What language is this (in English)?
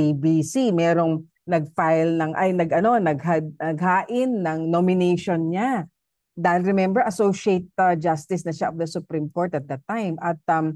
Filipino